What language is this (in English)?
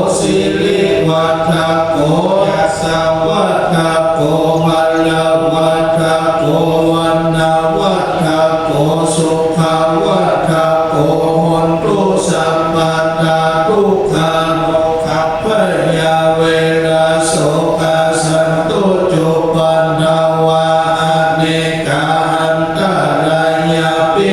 Pali